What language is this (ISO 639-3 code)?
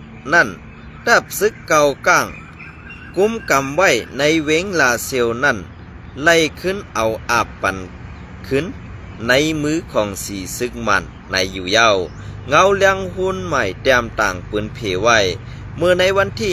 shn